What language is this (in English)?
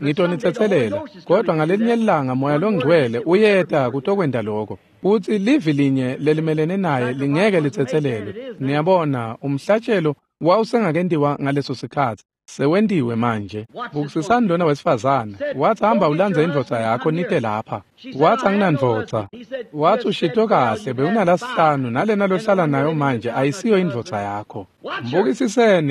Swati